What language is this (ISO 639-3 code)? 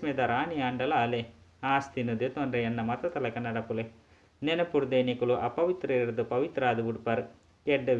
tcy